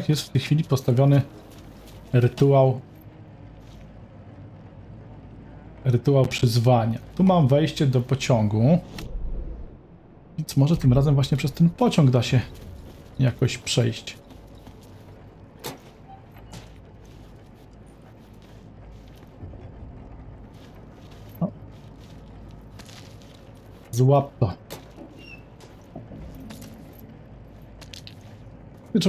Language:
Polish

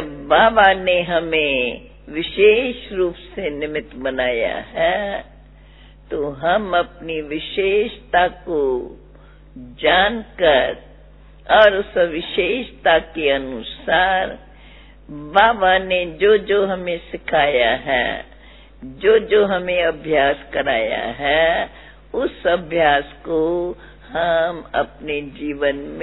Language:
Hindi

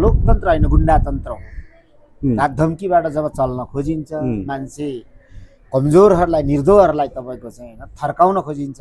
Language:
Nepali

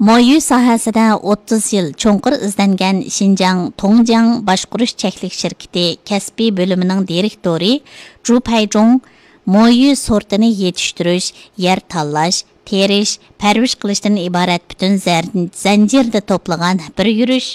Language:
Uyghur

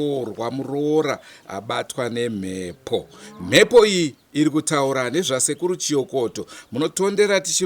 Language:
Shona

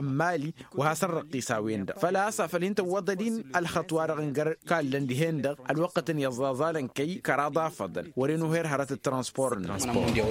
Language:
Tamasheq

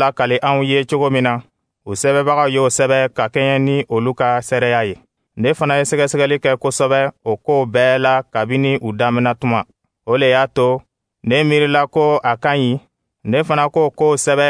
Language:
Dyula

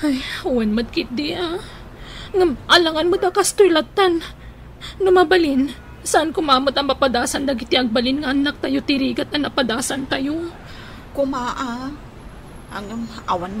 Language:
Iloko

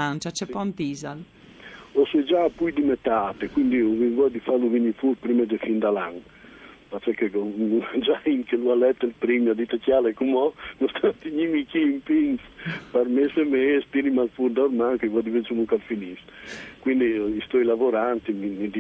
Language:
Friulian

